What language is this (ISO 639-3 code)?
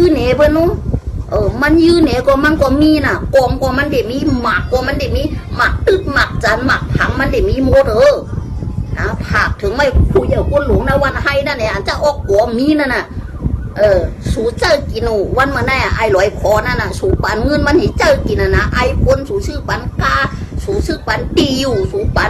shn